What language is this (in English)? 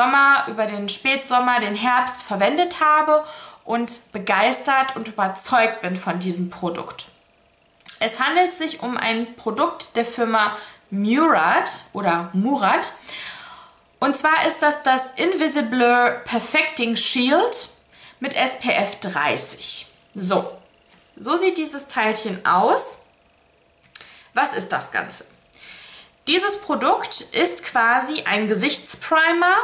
German